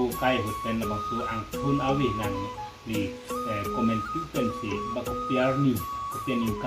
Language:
Karbi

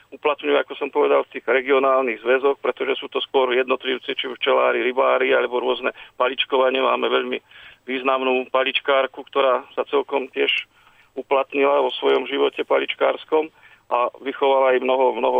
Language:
Slovak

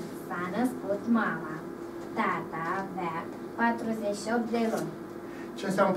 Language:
Romanian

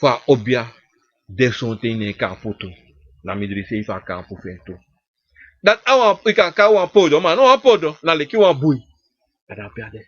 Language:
Sranan Tongo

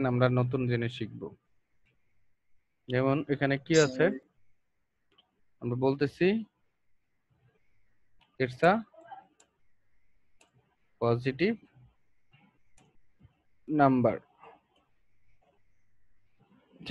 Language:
Bangla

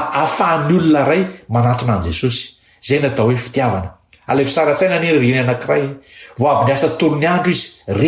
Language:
Malagasy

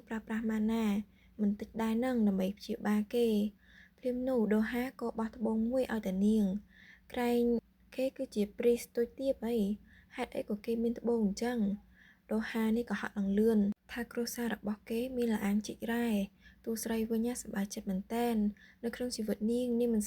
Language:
Khmer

